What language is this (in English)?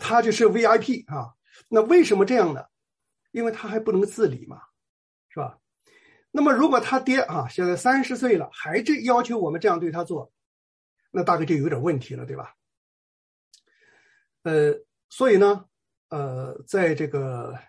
Chinese